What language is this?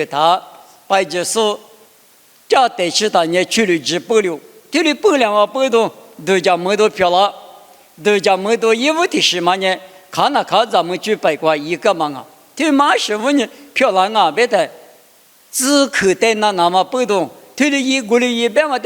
Lisu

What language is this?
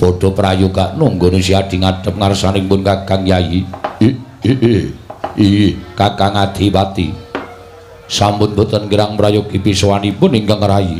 Javanese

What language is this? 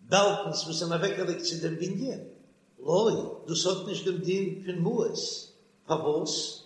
Yiddish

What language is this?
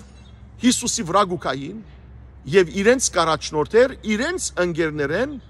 Western Armenian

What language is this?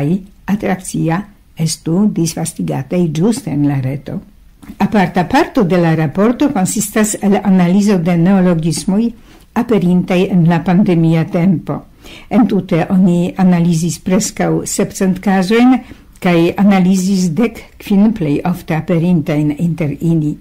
Esperanto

